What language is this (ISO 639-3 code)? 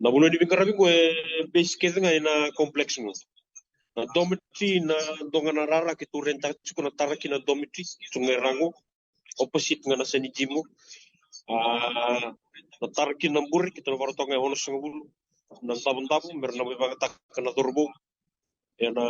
fij